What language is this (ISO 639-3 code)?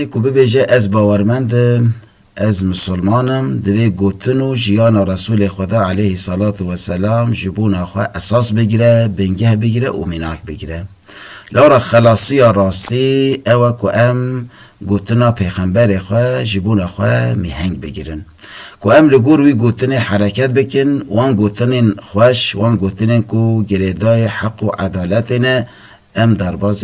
kur